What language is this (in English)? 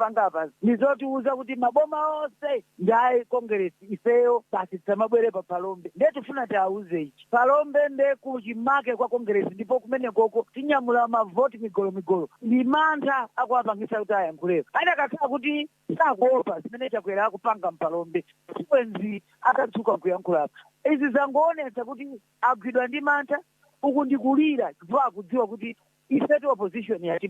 Nyanja